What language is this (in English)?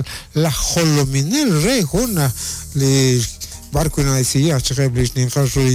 Kekchí